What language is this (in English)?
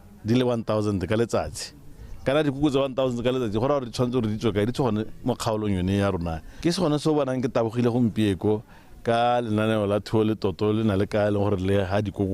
Tswana